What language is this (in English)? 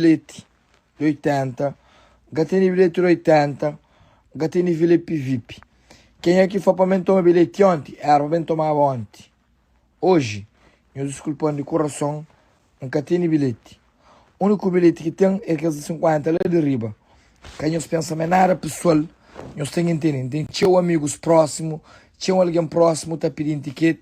Kabuverdianu